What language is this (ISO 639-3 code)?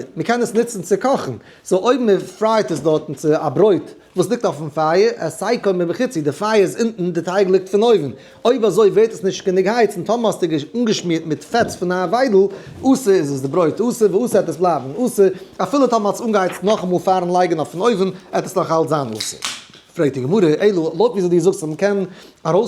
yid